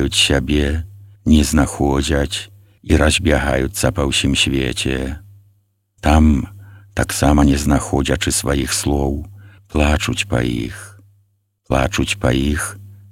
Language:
Belarusian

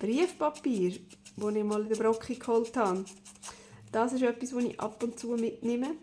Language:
Swiss German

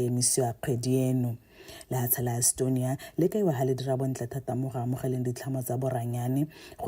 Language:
Tswana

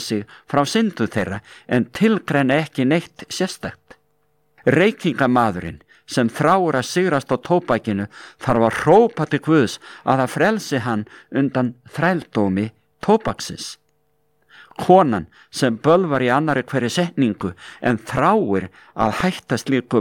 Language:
Icelandic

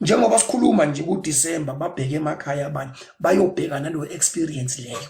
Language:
Zulu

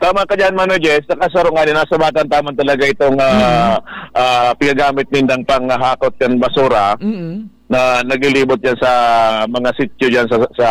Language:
Bikol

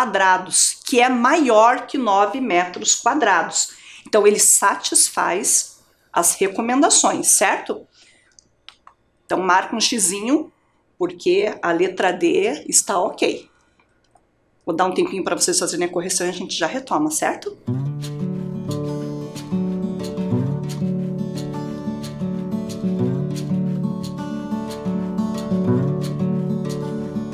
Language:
Portuguese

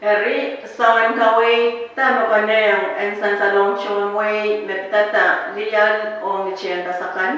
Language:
Pohnpeian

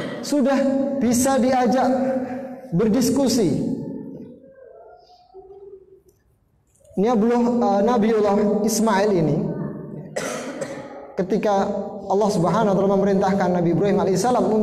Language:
Indonesian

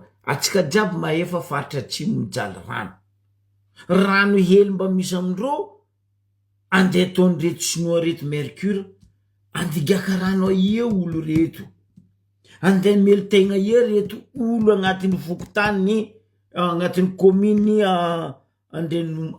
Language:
Malagasy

